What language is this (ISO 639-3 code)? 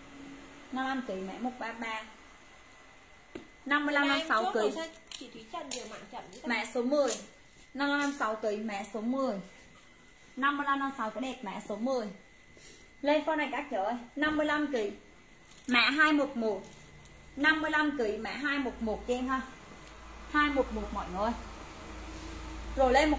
vie